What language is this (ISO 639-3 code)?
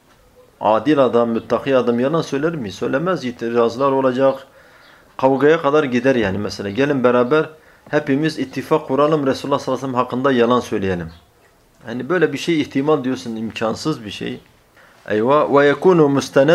tur